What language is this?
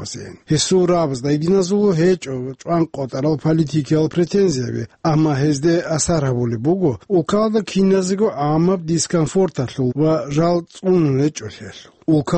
Avaric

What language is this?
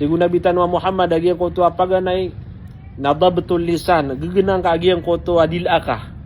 Maranao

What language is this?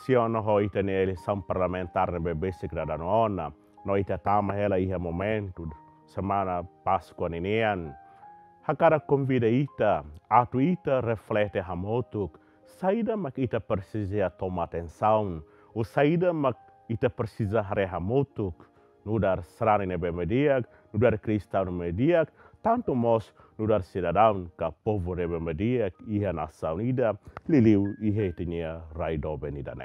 Tetum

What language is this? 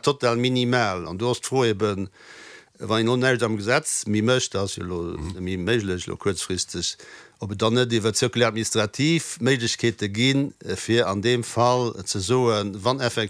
Luxembourgish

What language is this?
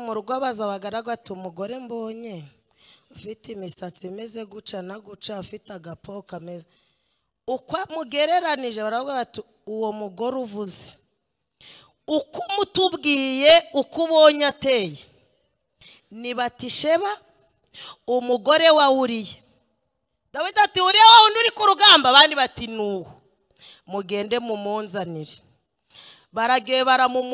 Kinyarwanda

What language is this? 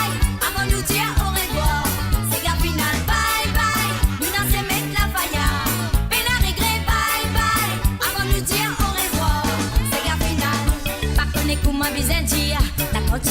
Morisyen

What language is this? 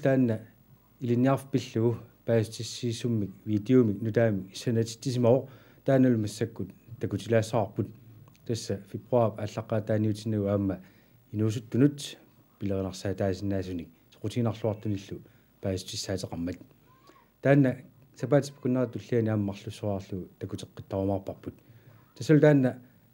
Kalaallisut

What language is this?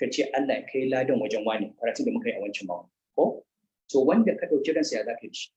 Hausa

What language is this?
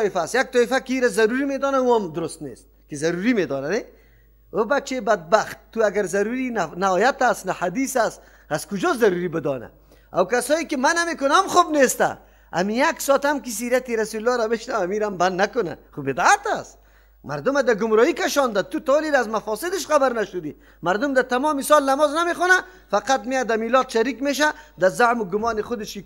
Persian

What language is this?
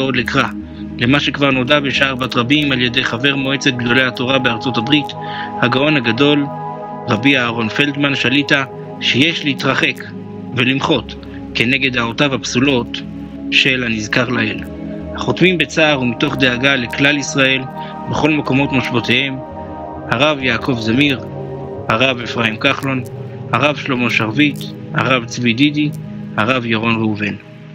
Hebrew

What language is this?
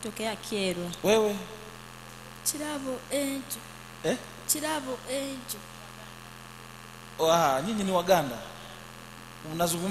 Swahili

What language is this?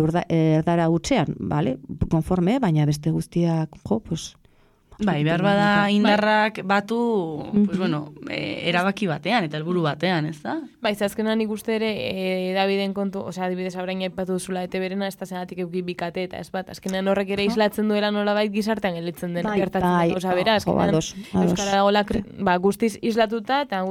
Basque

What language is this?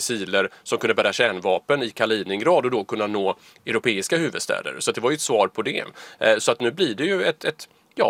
Swedish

